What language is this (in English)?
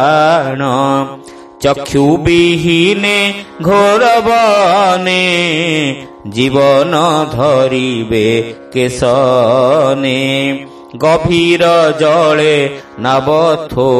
Odia